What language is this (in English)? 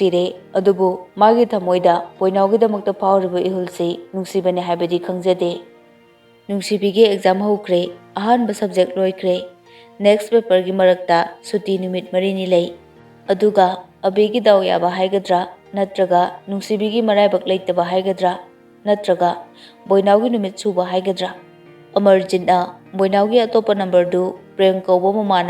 Manipuri